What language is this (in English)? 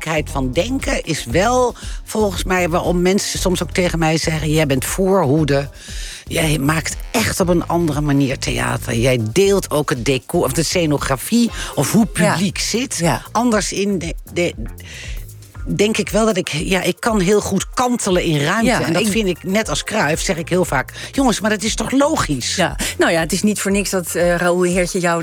Dutch